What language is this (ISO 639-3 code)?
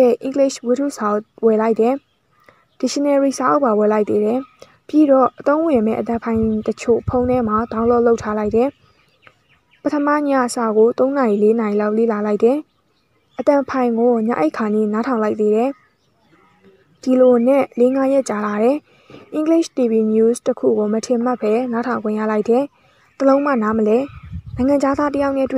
mya